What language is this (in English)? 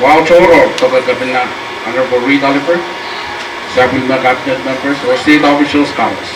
Pohnpeian